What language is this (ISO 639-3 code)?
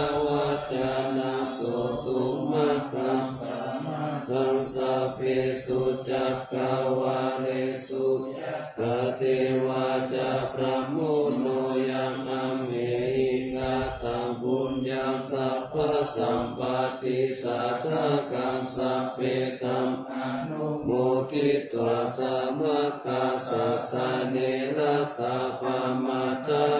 pli